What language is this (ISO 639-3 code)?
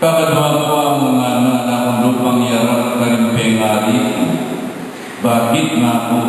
pam